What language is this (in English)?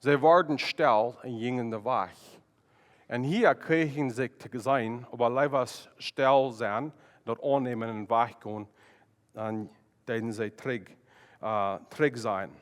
Plautdietsch